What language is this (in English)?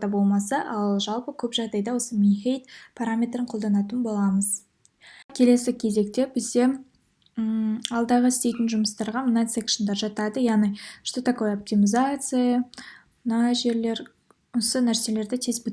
Kazakh